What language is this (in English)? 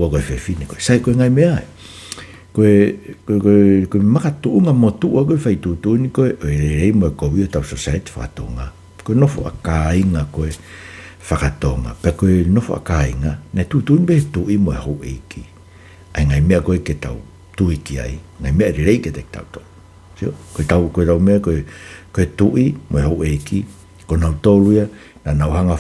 Tongan